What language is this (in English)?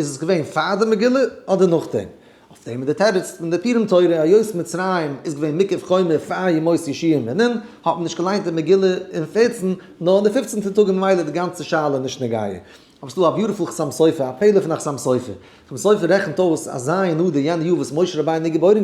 Yiddish